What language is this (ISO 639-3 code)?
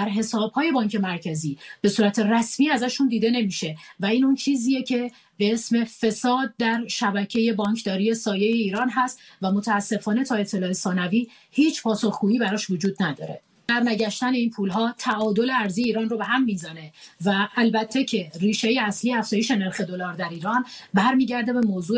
fas